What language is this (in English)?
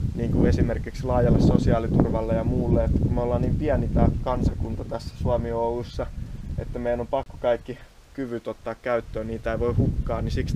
Finnish